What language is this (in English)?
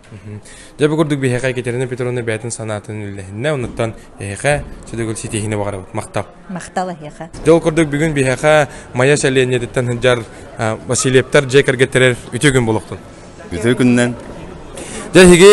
Yakut